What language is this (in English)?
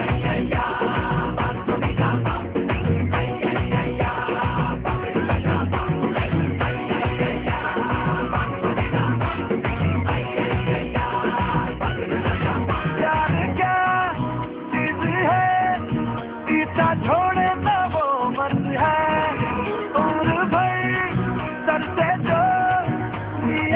Bangla